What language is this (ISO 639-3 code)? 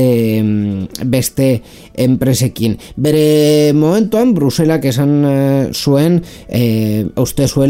eus